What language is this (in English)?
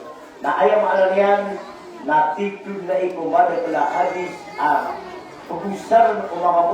Maranao